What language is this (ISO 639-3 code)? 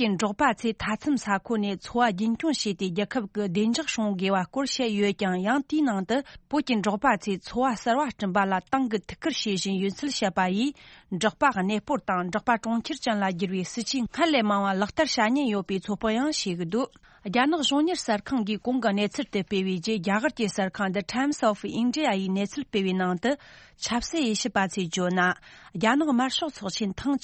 bod